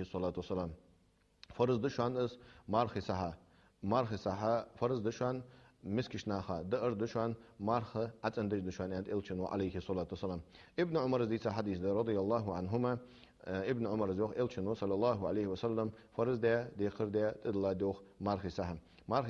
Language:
Ingush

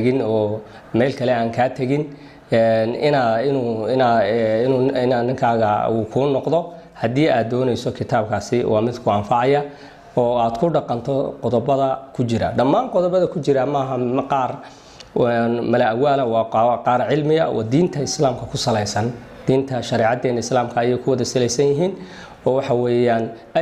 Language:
Somali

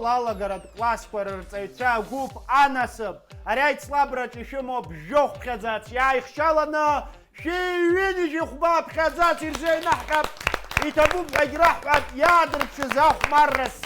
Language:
Abkhazian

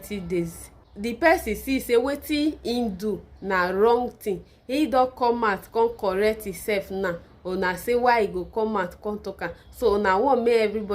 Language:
Nigerian Pidgin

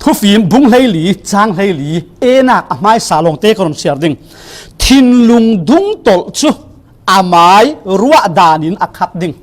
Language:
Falam Chin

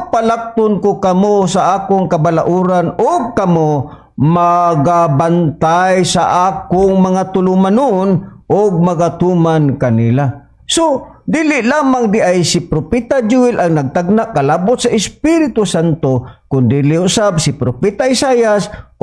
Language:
Cebuano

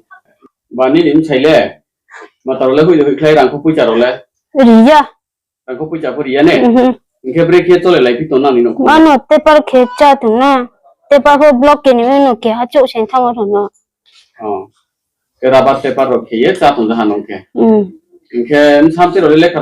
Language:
Riang (India)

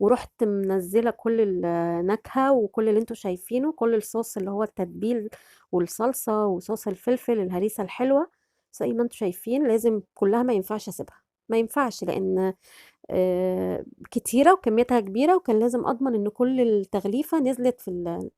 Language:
Egyptian Arabic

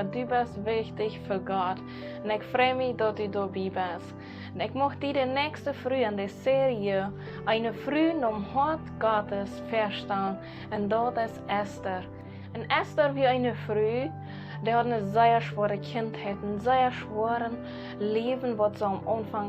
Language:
Plautdietsch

